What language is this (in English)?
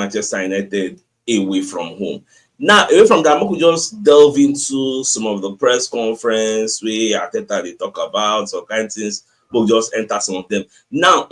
Nigerian Pidgin